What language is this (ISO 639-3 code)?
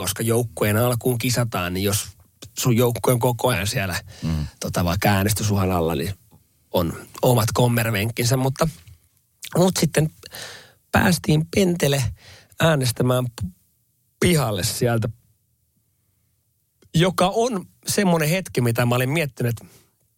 fin